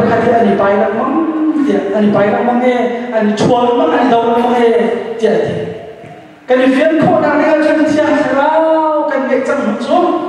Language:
Hakha Chin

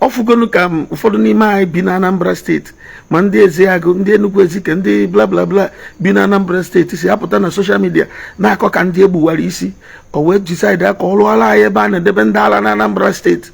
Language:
Igbo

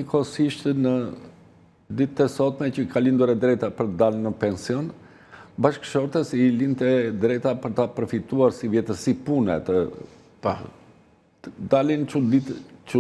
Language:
Albanian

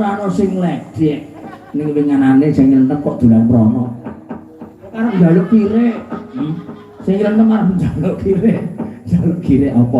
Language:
Javanese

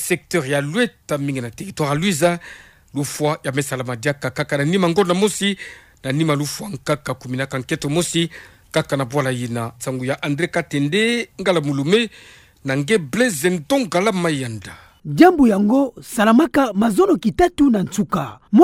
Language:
Kituba (Democratic Republic of Congo)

